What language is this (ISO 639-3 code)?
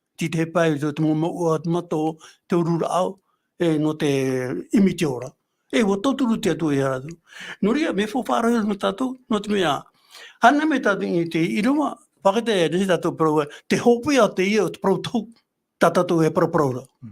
tah